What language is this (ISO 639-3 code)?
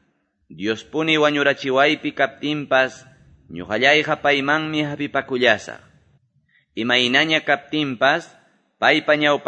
que